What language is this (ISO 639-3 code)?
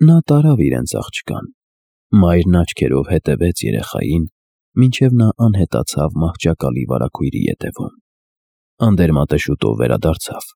hye